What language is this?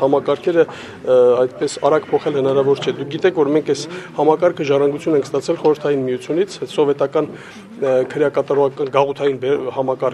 Armenian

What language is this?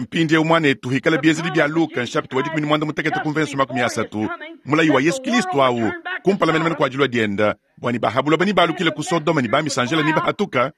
Luba-Lulua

